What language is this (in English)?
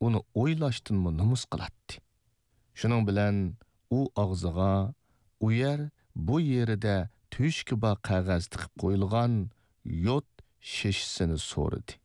Uyghur